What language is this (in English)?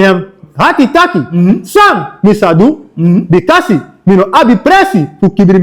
Sranan Tongo